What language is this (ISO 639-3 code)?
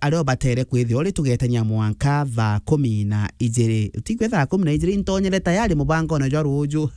mer